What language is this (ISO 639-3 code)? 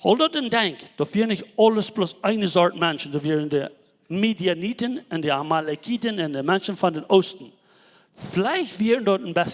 pdt